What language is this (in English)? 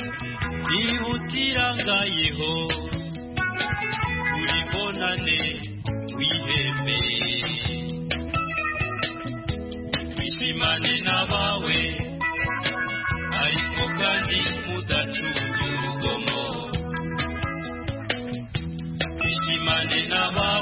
Kinyarwanda